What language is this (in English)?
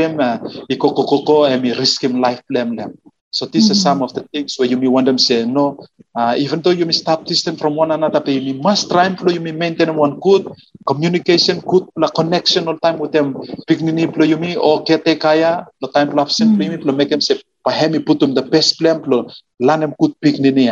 Bislama